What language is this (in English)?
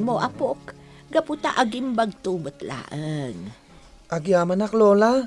Iloko